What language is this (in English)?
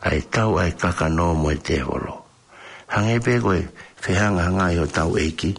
Tongan